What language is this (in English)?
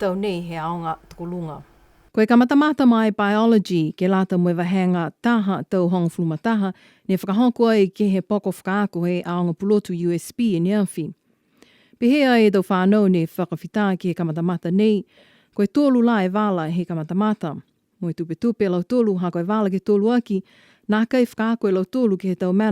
Niuean